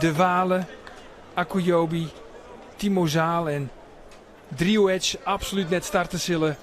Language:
Western Frisian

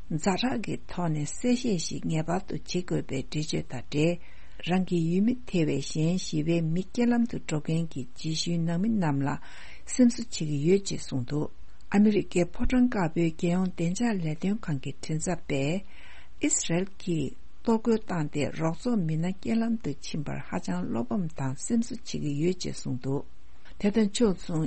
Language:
Tibetan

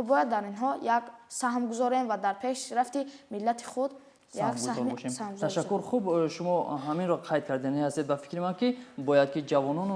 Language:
Tajik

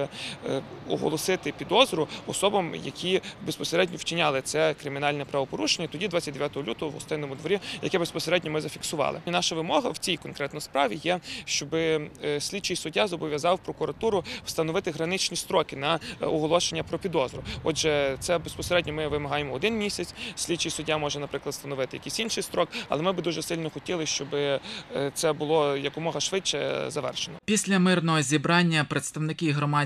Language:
Ukrainian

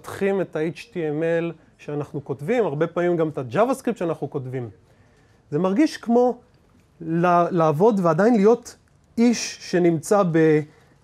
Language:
Hebrew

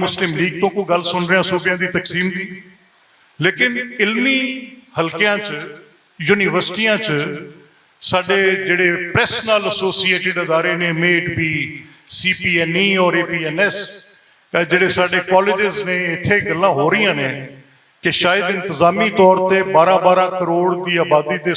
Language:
Western Panjabi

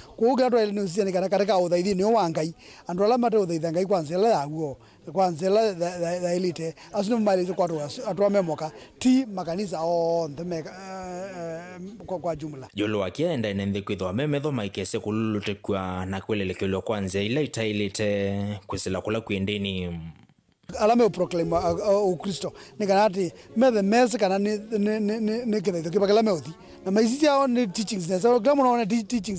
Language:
Kamba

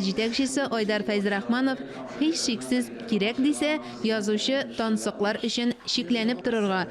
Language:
Tatar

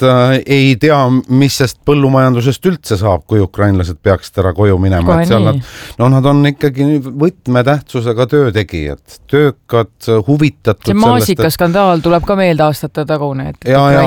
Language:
Estonian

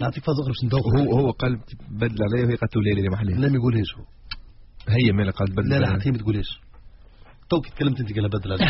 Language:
Tunisian Arabic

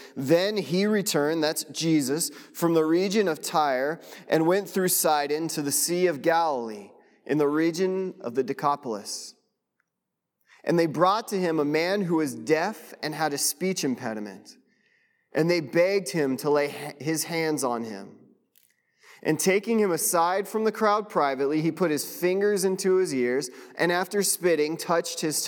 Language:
English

